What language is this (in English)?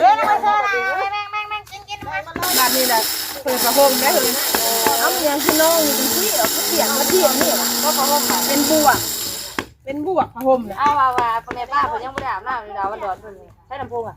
Northeastern Thai